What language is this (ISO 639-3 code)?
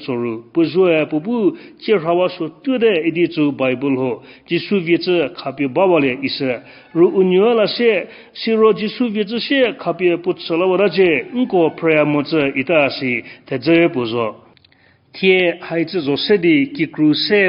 njm